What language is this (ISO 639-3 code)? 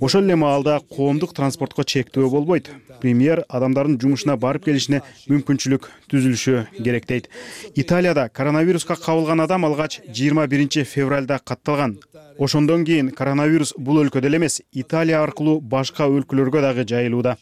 kir